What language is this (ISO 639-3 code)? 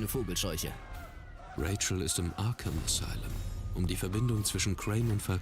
bar